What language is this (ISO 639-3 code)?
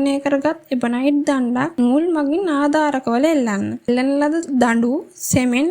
sin